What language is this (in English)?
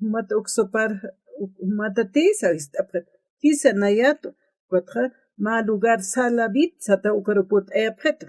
Aymara